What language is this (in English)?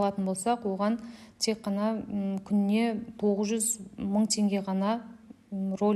Kazakh